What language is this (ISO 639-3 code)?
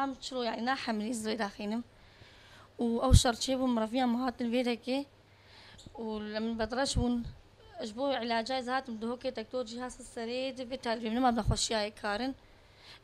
kur